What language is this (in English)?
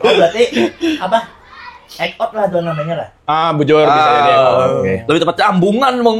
Banjar